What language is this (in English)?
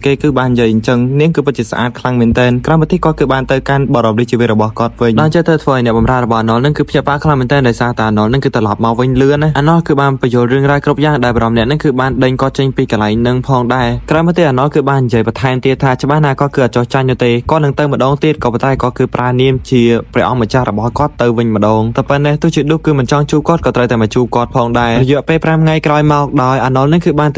Khmer